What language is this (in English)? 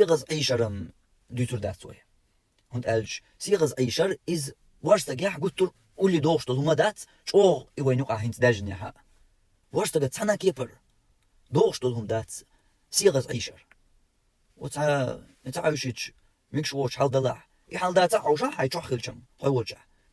Chechen